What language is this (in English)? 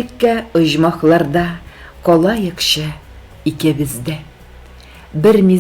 Tatar